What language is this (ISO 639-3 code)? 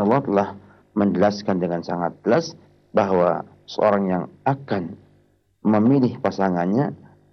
ind